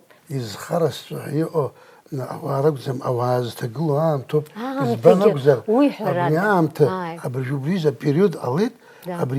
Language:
Abkhazian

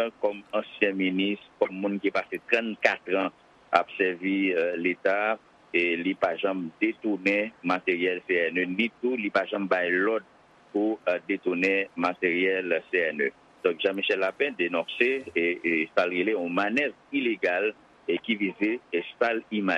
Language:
Haitian Creole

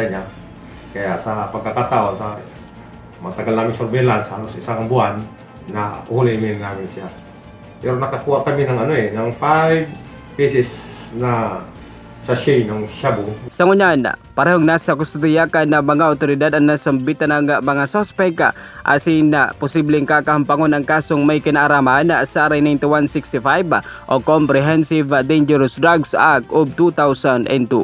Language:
Bikol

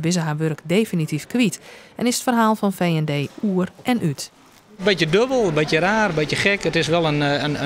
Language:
Western Frisian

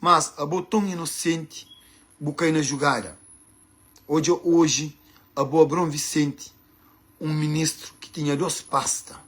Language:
Kabuverdianu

